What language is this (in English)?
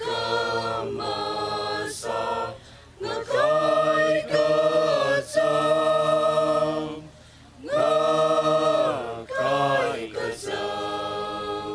Tangkhul Naga (India)